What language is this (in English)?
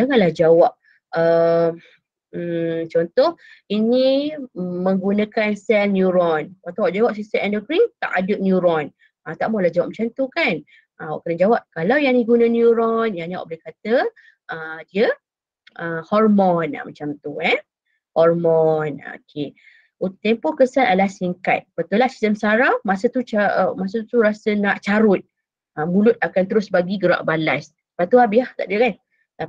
Malay